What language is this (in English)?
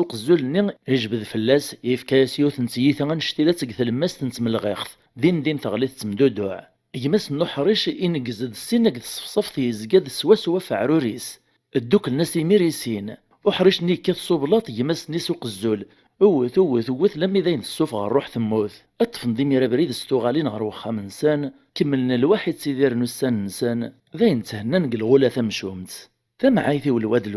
Kabyle